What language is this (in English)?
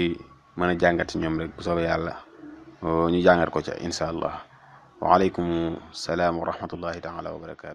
Wolof